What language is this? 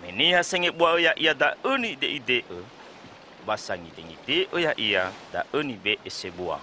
Nias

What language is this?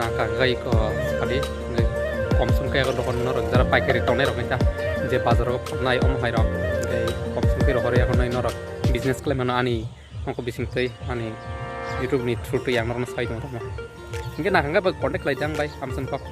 Kok Borok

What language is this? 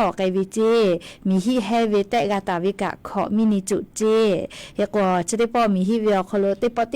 Lahu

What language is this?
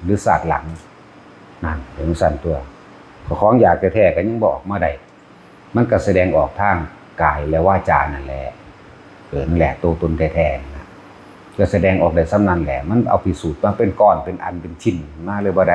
Northeastern Thai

